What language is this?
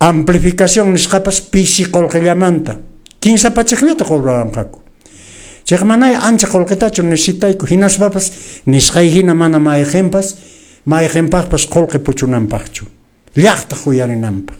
Quechua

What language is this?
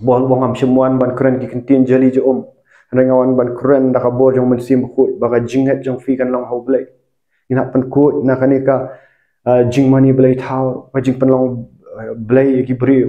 Khasi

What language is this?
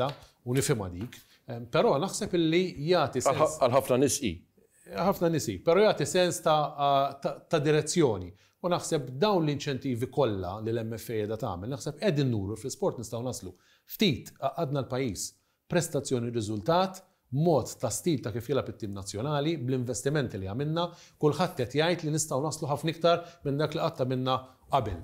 Maltese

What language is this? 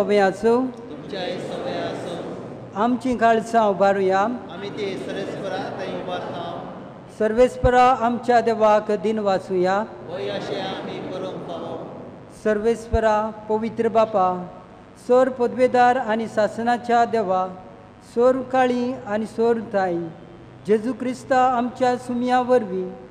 Konkani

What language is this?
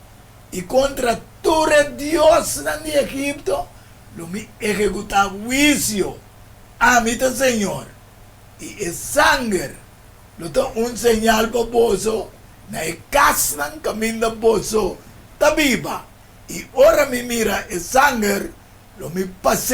Papiamento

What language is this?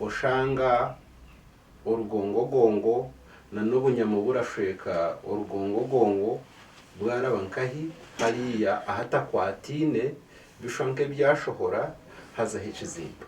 Nyankole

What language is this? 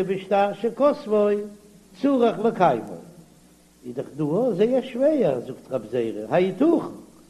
Yiddish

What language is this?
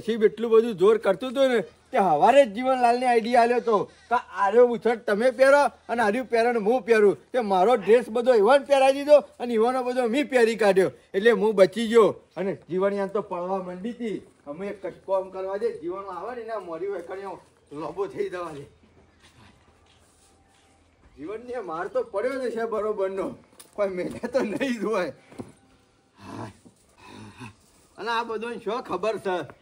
Gujarati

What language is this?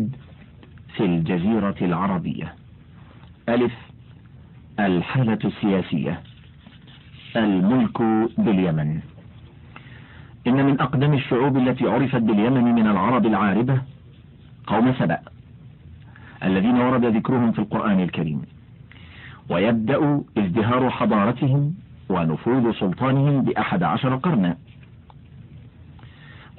Arabic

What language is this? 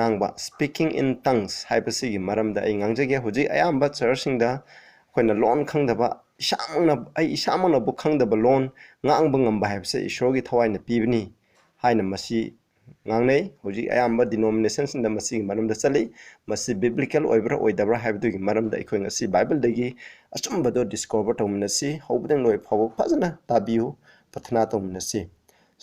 Manipuri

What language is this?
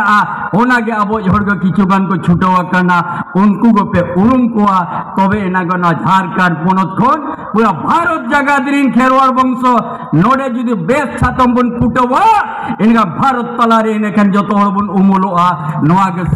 Santali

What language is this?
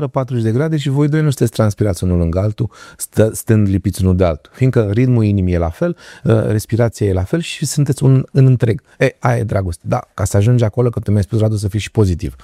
Romanian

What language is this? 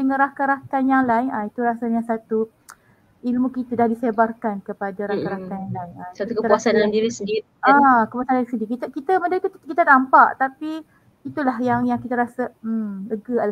Malay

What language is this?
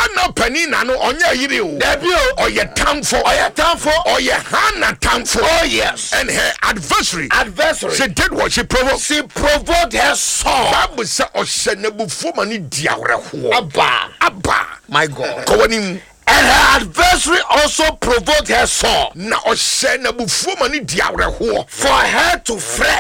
Akan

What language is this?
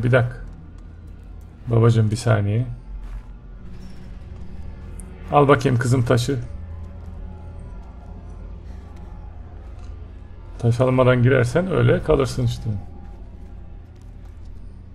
Turkish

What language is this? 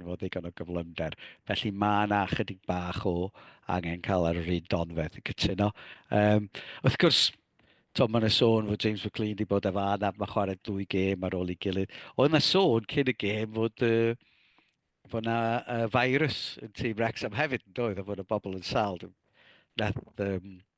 Welsh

